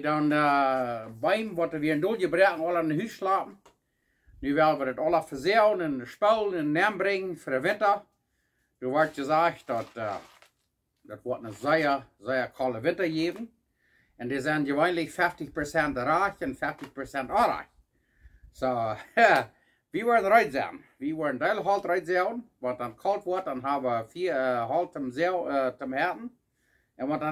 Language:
Plautdietsch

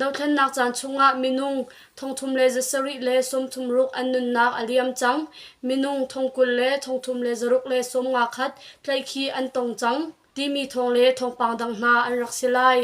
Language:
Hakha Chin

